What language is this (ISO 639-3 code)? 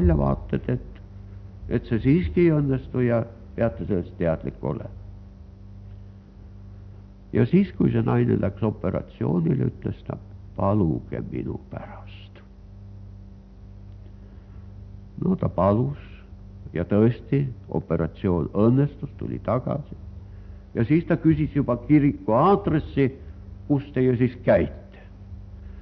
est